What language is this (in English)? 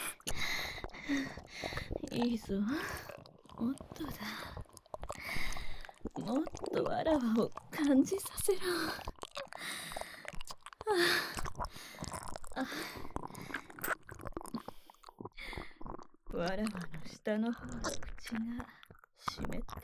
Japanese